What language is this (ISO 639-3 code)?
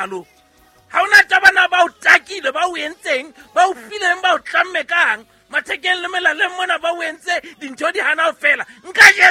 sot